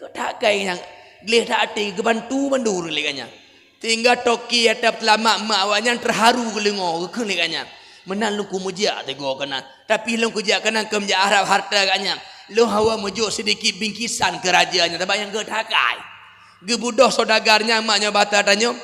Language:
Achinese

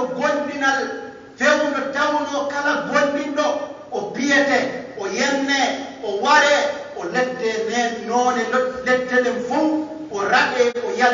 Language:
Pular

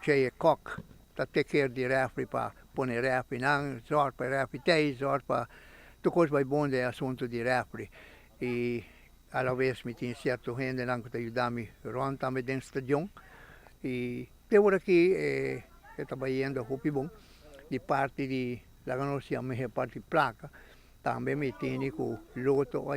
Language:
Papiamento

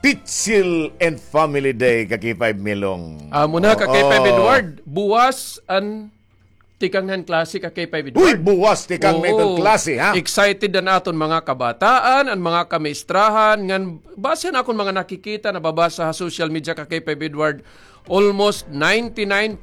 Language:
Waray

